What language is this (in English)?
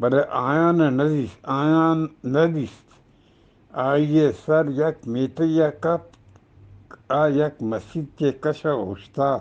Eastern Balochi